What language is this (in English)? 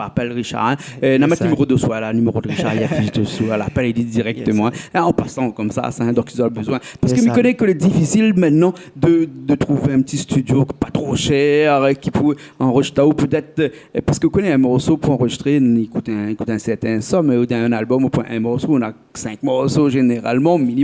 Réunion Creole French